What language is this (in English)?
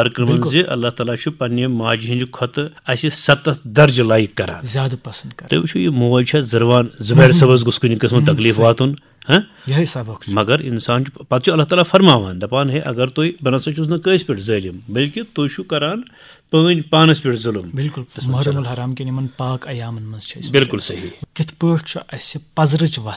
Kashmiri